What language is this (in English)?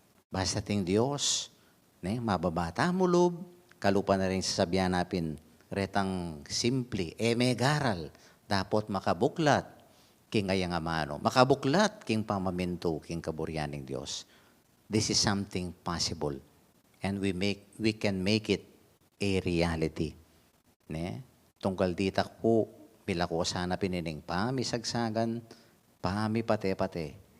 Pampanga